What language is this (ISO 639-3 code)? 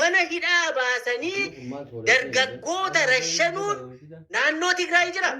orm